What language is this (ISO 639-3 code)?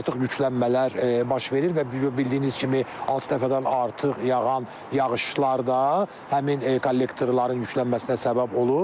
aze